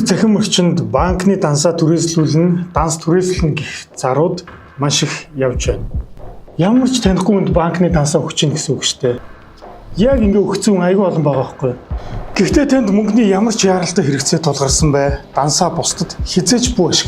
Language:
Mongolian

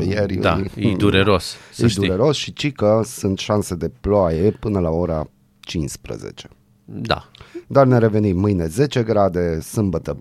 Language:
Romanian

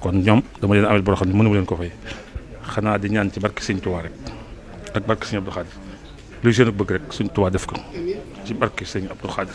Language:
Wolof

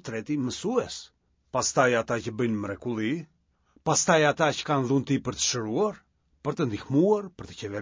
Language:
Albanian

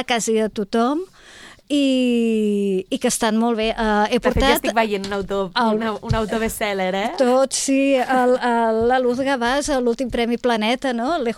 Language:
Catalan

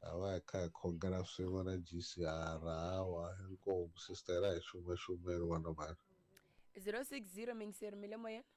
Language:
Tsonga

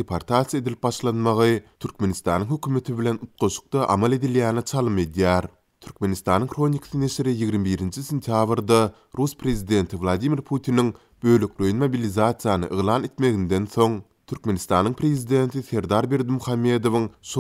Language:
Turkmen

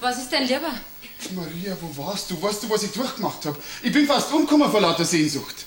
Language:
Bavarian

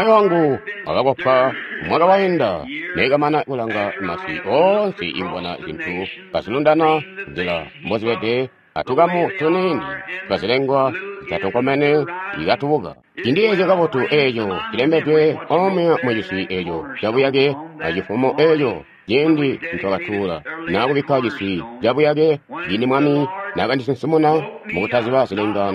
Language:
Tonga (Zambia)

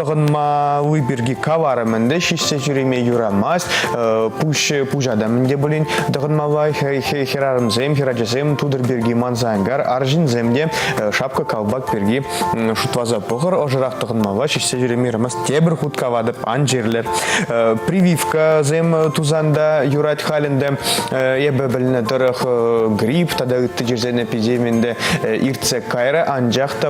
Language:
Chuvash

